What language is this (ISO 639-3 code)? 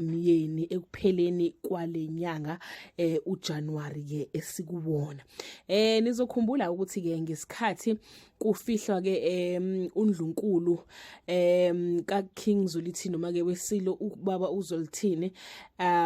zul